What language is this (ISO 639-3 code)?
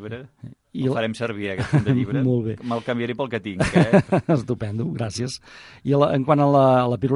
cat